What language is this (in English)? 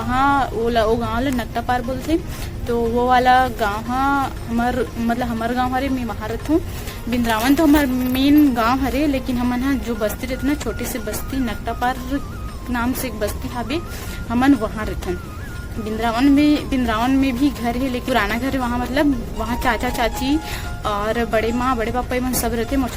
Chhattisgarhi